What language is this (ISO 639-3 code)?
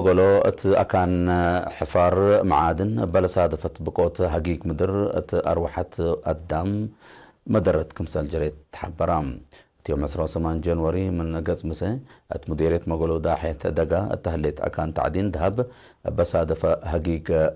tig